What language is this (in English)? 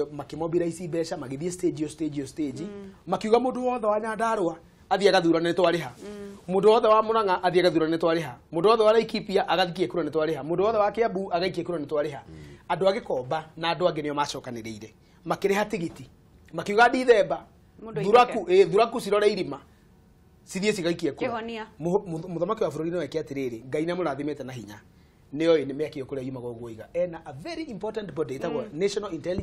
Kikuyu